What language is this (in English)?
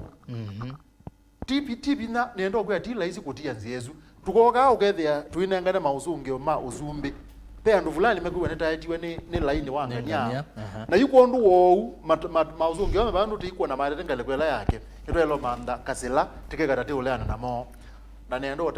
Kamba